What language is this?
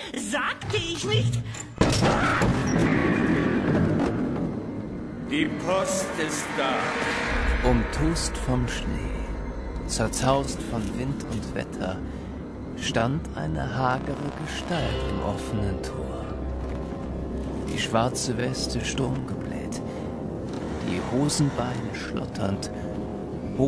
German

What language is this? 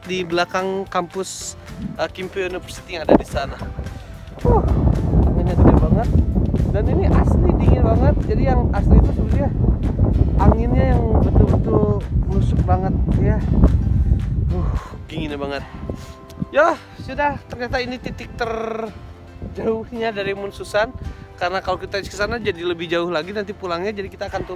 Indonesian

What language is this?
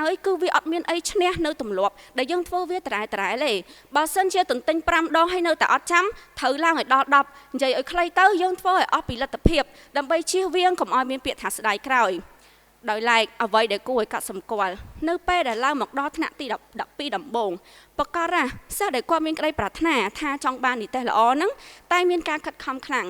Khmer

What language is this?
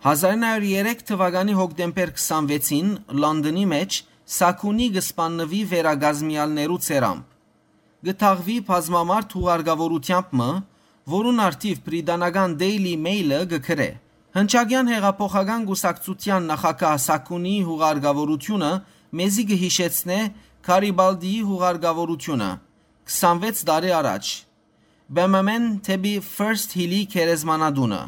Western Armenian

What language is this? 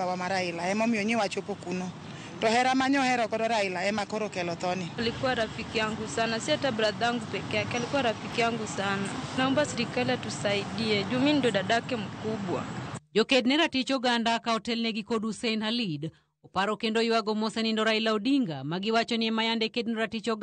Luo (Kenya and Tanzania)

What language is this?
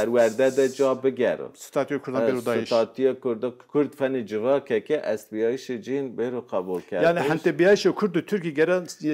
Zaza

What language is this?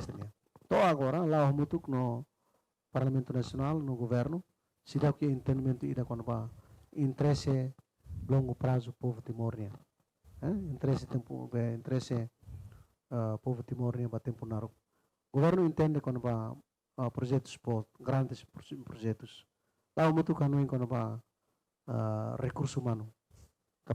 Tetum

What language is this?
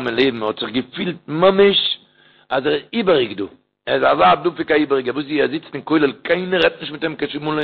Yiddish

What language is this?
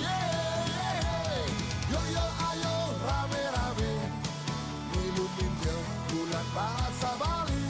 Balinese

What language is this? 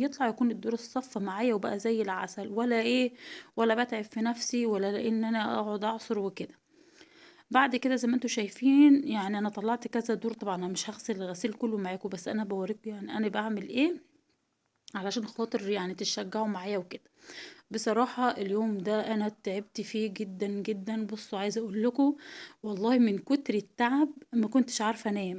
Egyptian Arabic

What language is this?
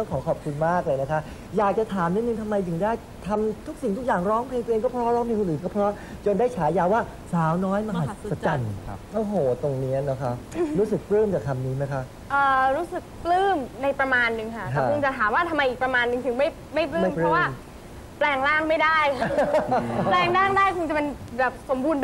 Thai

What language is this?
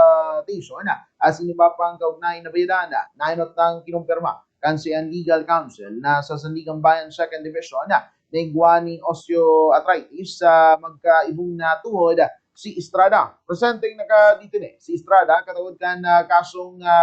Bikol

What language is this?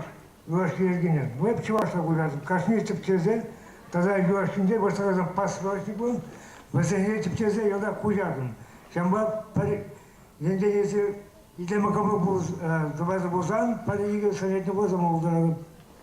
Chuvash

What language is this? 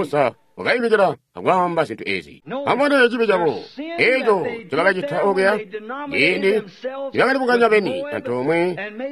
Tonga (Zambia)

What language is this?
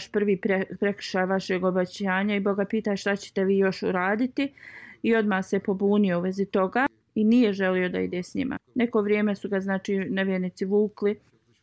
Bosnian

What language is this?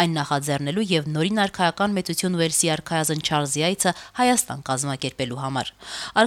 Armenian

